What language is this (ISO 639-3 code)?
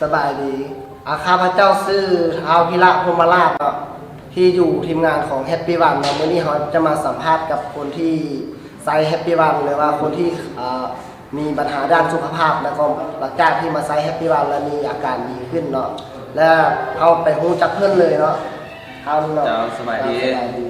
lao